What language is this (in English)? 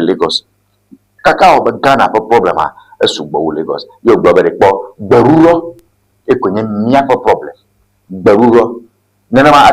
Ewe